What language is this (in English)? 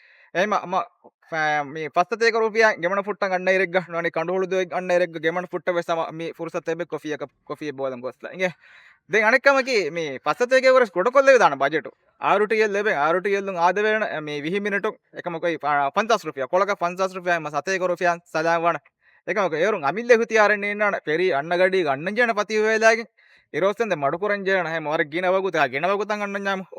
Divehi